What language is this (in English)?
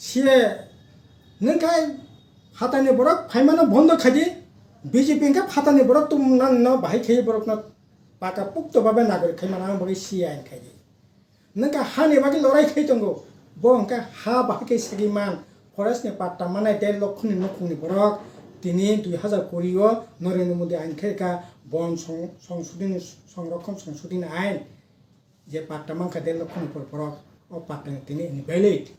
Kok Borok